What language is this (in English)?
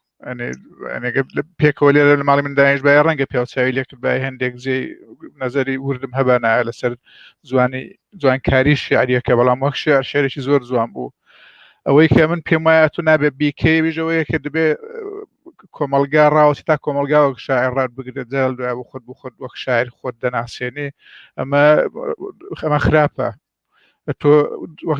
Central Kurdish